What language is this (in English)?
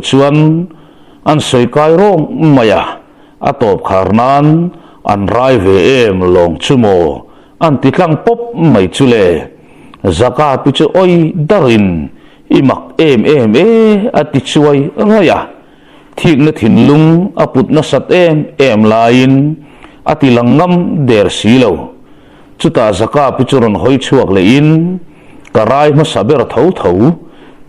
Mizo